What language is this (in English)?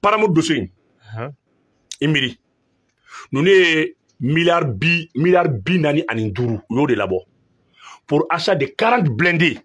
Bambara